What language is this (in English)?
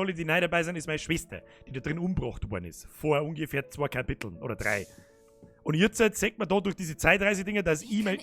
Bavarian